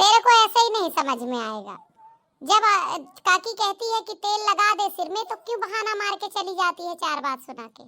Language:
Awadhi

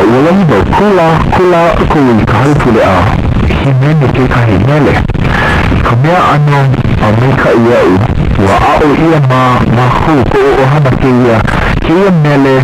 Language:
Hawaiian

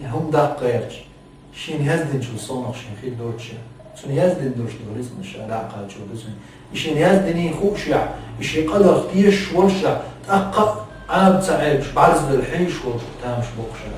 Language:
Chechen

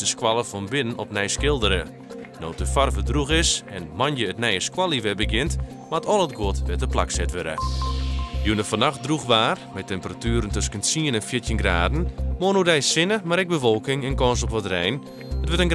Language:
Western Frisian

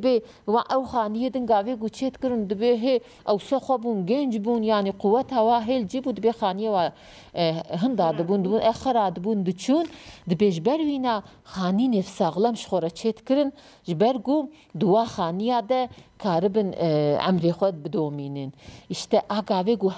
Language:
Kurdish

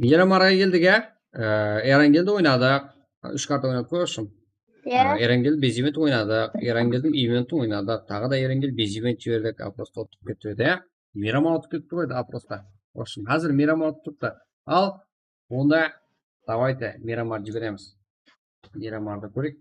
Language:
Kara-Kalpak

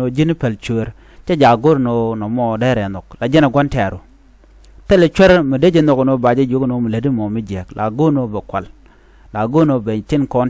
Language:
Nuer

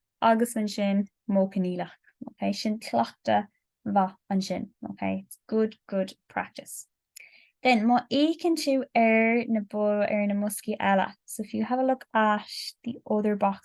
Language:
Irish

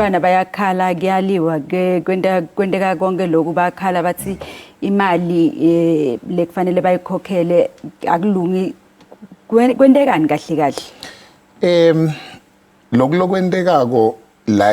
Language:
Zulu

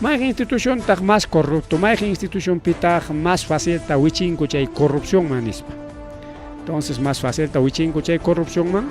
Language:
Ayacucho Quechua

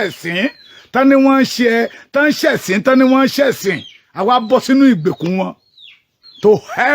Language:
Yoruba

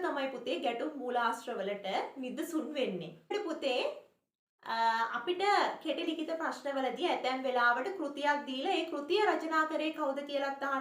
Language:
Sinhala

